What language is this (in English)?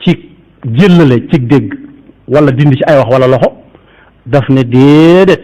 Wolof